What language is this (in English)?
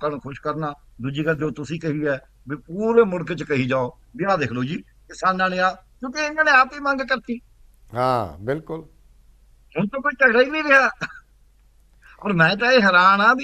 Punjabi